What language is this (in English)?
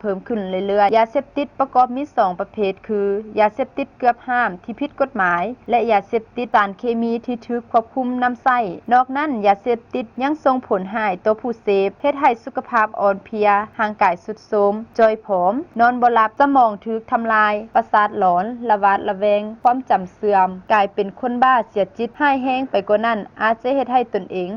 Lao